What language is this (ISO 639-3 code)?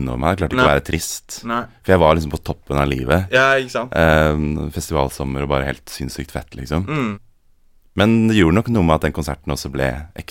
nor